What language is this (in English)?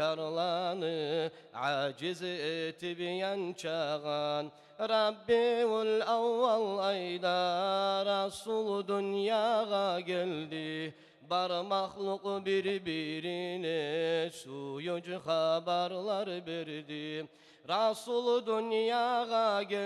Kumyk